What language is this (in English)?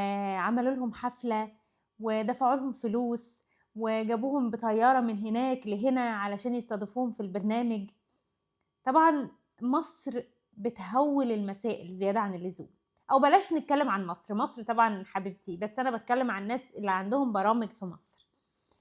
Egyptian Arabic